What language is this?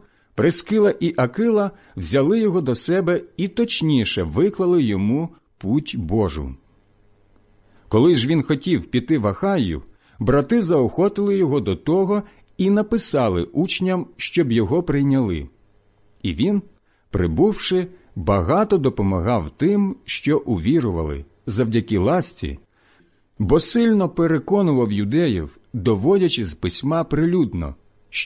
Ukrainian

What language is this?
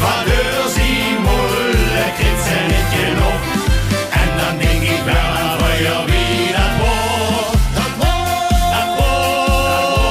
Limburgish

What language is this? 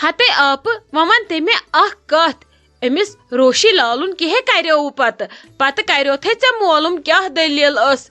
Kashmiri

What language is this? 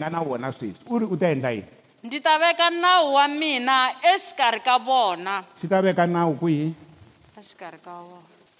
Tsonga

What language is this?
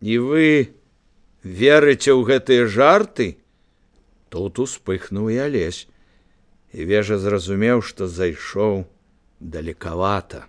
Belarusian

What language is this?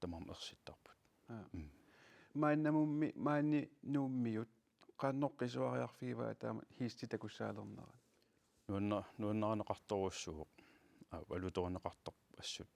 Kalaallisut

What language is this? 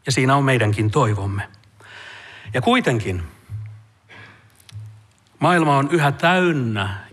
Finnish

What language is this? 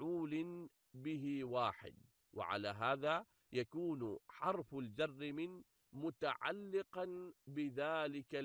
Arabic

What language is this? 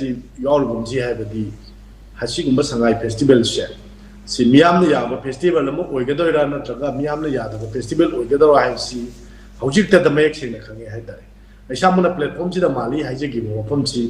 Manipuri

